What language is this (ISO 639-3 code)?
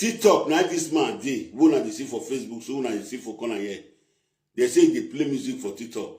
pcm